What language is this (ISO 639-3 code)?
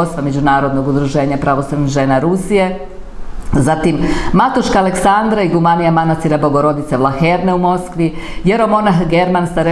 srp